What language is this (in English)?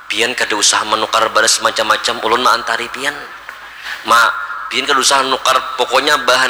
Banjar